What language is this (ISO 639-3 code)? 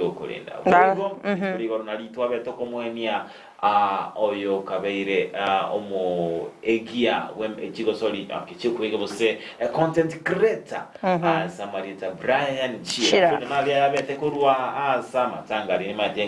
guz